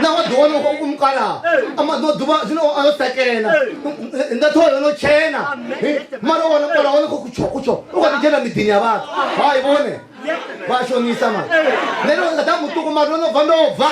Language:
Venda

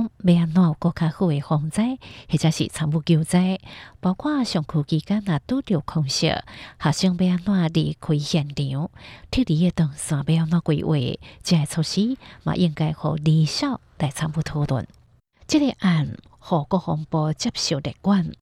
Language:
Hakka Chinese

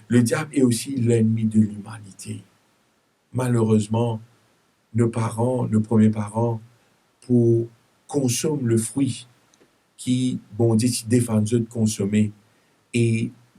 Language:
Morisyen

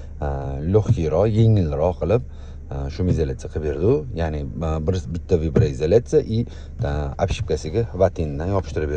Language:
Uzbek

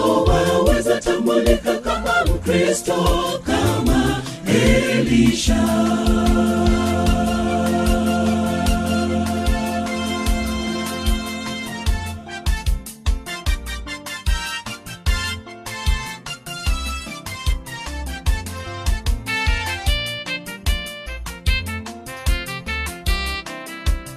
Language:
Swahili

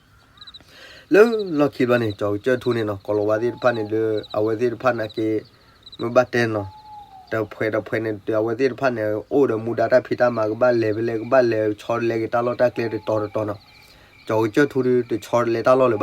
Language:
S'gaw Karen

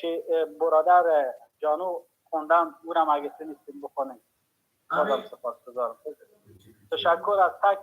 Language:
Persian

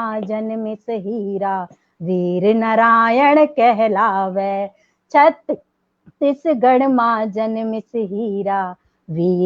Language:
Chhattisgarhi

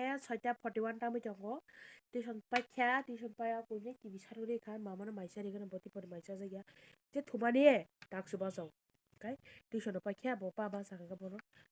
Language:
Kok Borok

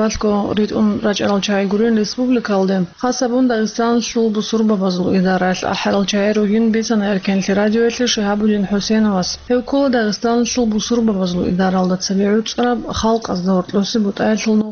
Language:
Avaric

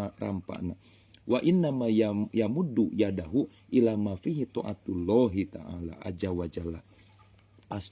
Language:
Sundanese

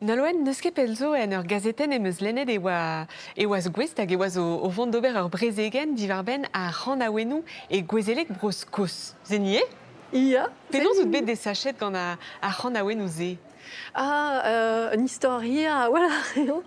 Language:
Breton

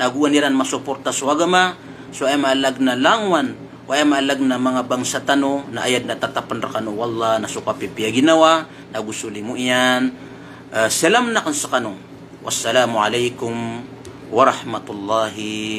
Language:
Maranao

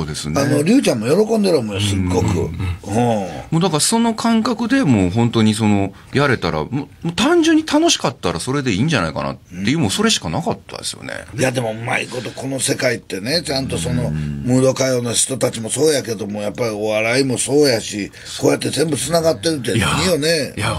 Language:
Japanese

